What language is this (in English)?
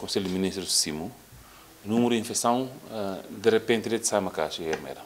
Tetum